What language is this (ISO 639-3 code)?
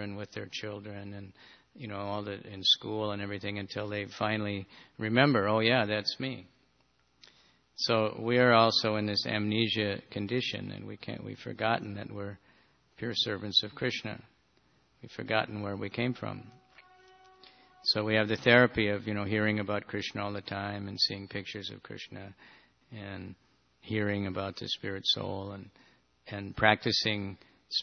eng